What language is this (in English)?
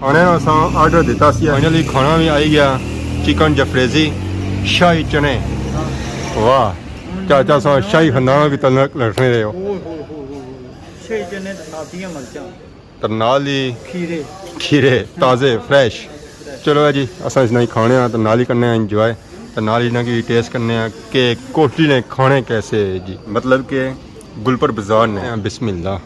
Pahari-Potwari